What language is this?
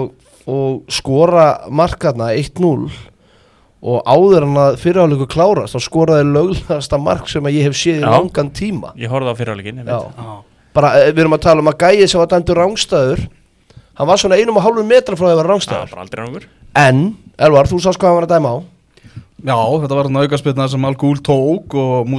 Icelandic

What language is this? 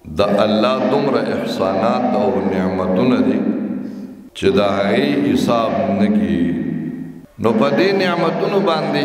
Pashto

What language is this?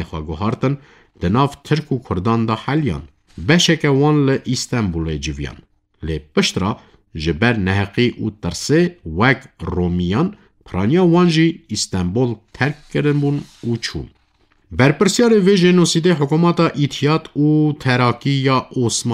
Kurdish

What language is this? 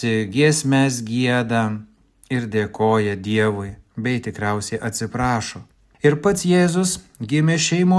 Lithuanian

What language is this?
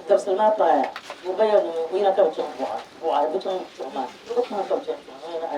Dagbani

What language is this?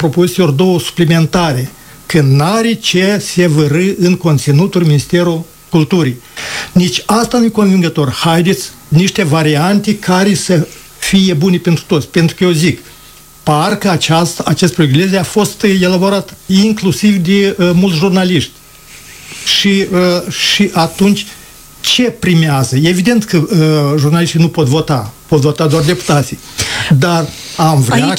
Romanian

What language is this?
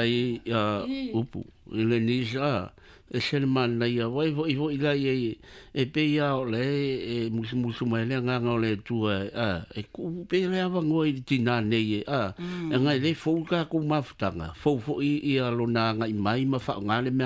Samoan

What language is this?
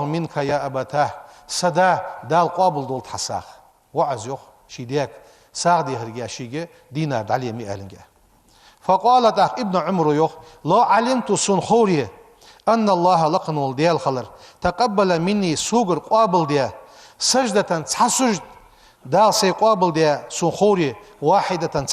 Ingush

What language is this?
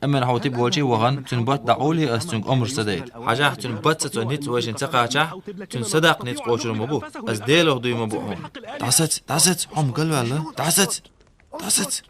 Chechen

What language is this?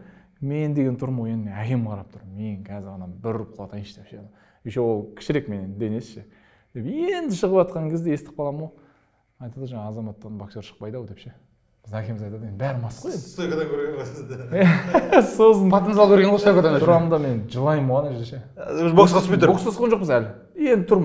Kazakh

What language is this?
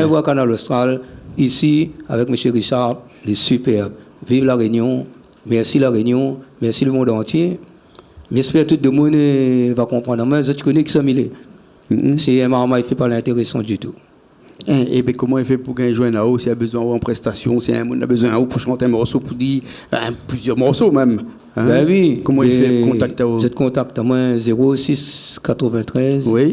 Réunion Creole French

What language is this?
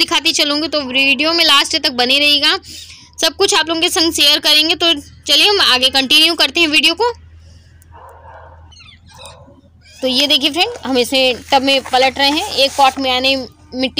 Hindi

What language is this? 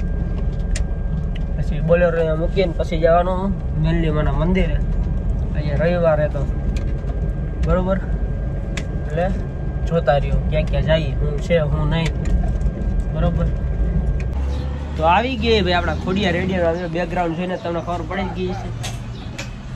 Gujarati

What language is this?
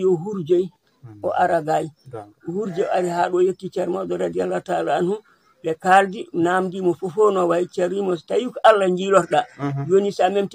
Fula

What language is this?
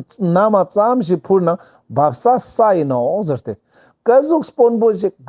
Ladakhi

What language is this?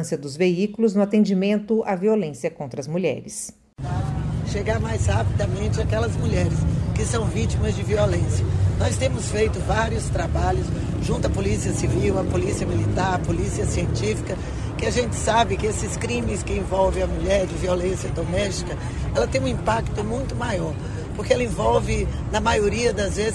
Portuguese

